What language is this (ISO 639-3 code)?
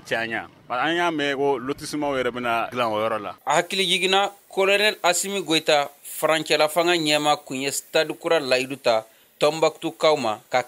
bam